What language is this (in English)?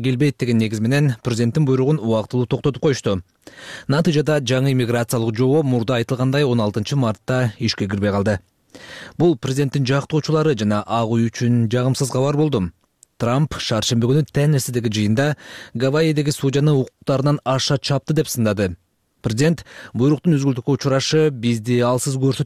Kyrgyz